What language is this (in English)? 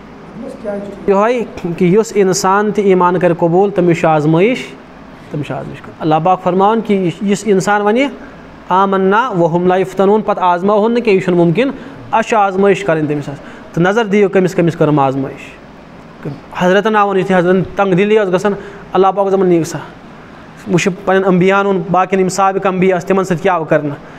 Kashmiri